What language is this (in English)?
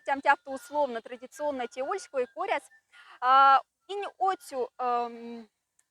Moksha